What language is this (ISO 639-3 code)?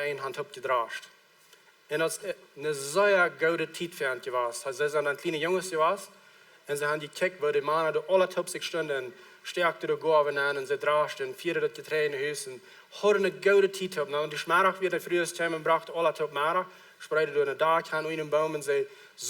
pdt